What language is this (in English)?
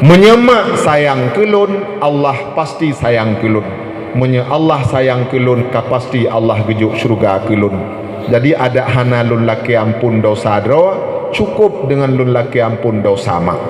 Achinese